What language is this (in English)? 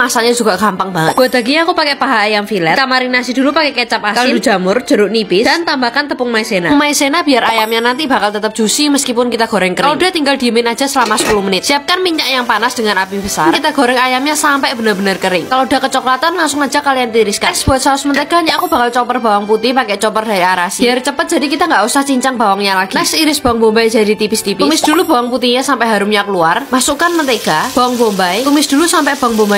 Indonesian